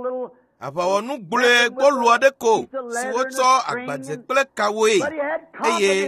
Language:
Ewe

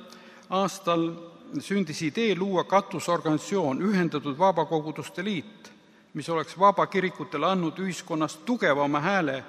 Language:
Estonian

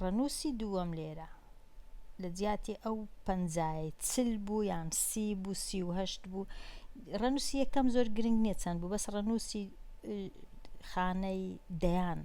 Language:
Central Kurdish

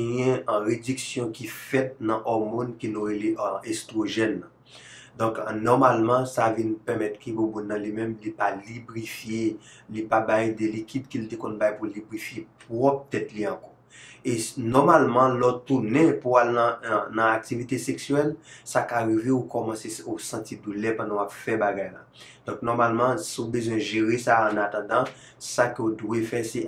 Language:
Haitian Creole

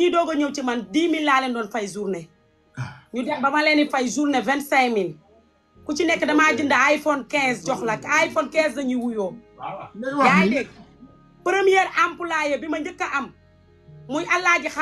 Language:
Wolof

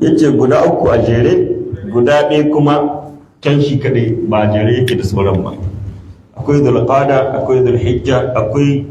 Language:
Hausa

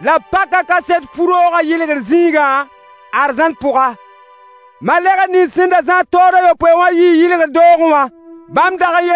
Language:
Mossi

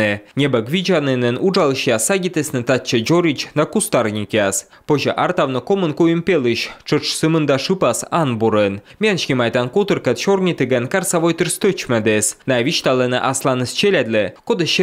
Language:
Komi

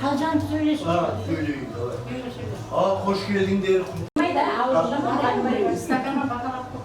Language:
Kara-Kalpak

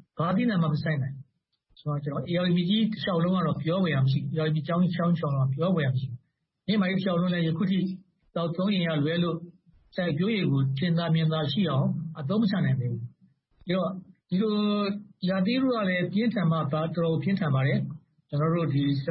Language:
Burmese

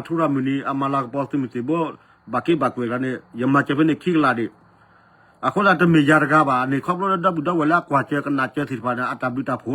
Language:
S'gaw Karen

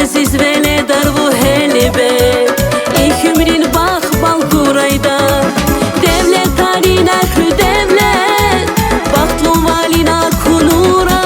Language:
Tabassaran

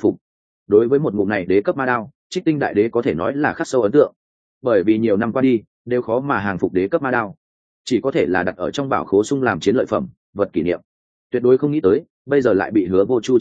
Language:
Vietnamese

